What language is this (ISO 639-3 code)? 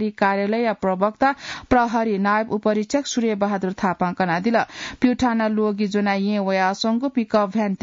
new